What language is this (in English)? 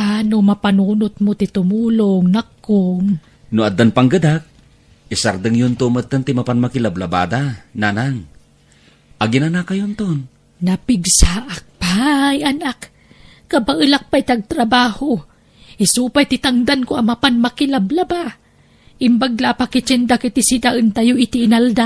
Iloko